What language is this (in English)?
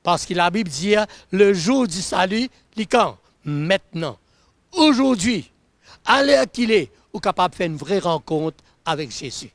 Morisyen